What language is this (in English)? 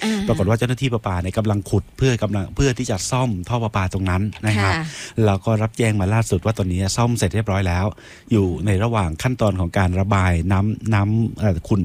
Thai